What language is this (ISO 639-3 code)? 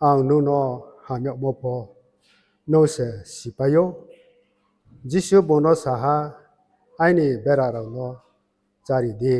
ria